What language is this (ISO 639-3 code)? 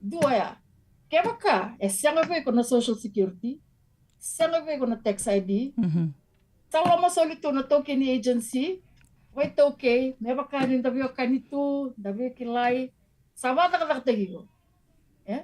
fij